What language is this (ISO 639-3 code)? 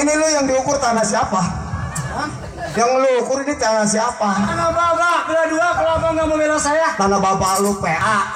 bew